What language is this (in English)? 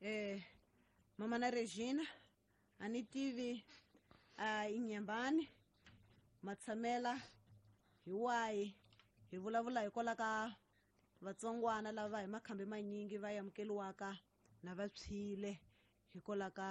Tsonga